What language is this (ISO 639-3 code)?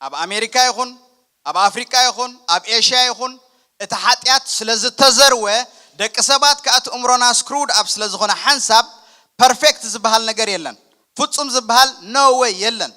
tir